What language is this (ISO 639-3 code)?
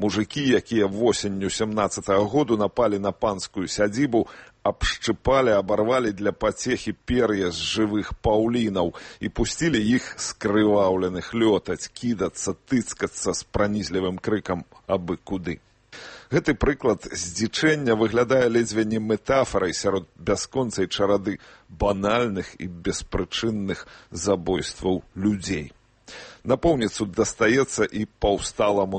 bel